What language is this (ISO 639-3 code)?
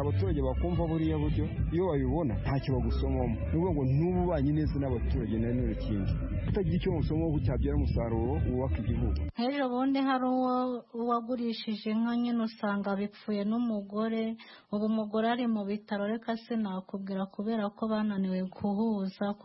kin